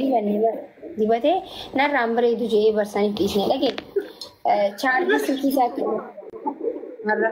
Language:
Oromo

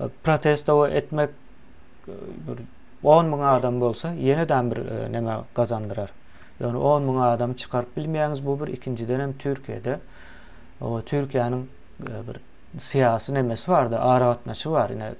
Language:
Turkmen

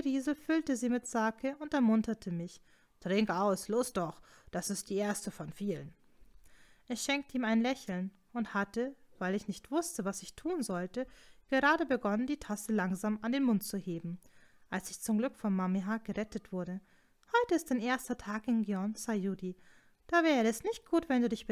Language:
German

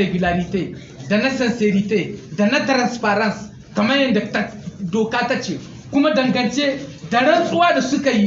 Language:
Hausa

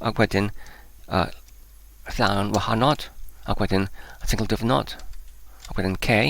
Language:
Welsh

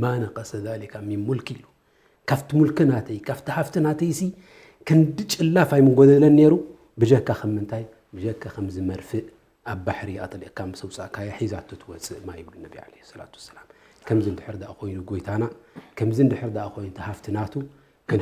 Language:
Tigrinya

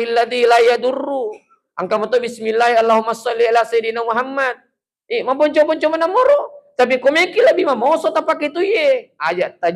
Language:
Buginese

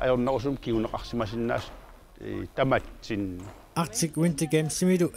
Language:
Kalaallisut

